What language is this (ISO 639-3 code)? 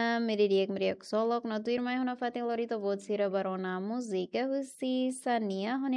tet